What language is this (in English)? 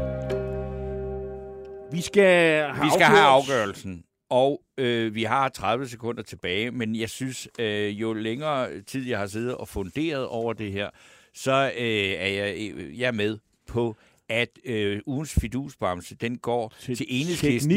Danish